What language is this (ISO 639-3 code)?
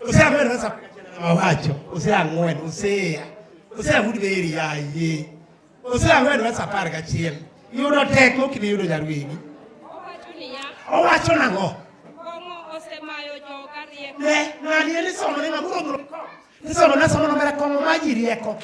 luo